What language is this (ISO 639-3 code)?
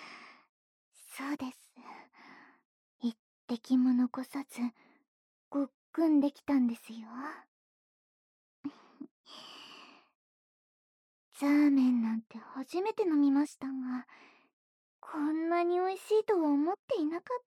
jpn